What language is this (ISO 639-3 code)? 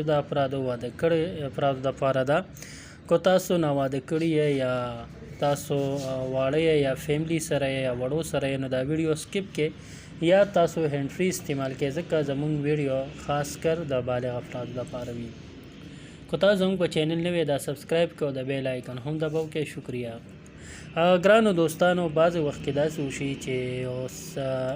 pus